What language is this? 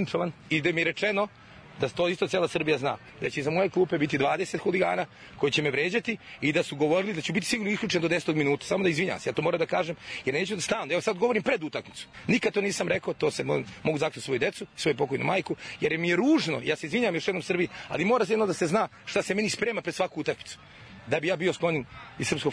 Serbian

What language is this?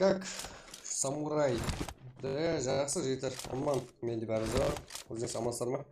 Kara-Kalpak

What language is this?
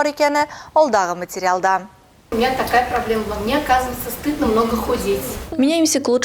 Tatar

